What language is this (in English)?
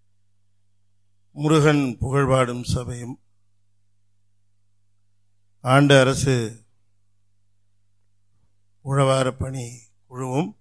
Tamil